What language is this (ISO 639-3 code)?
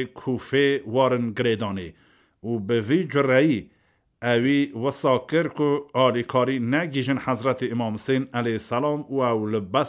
kur